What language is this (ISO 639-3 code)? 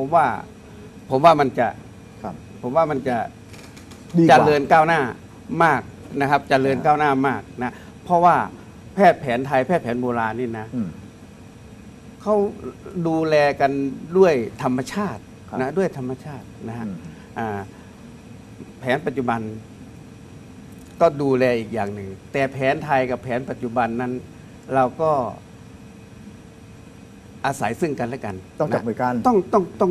tha